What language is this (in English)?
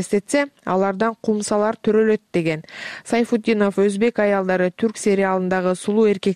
Kyrgyz